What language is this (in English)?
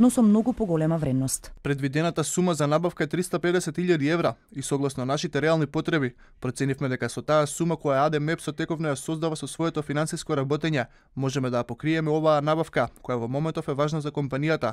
Macedonian